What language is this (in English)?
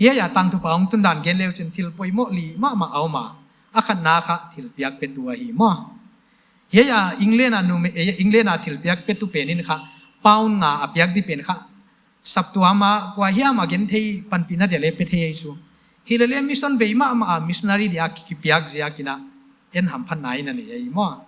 Paite Chin